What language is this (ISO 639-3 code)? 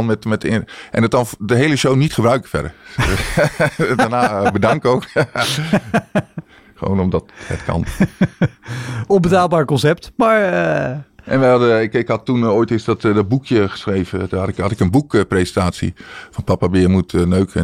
nld